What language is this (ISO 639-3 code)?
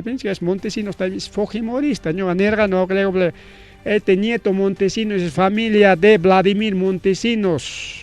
quy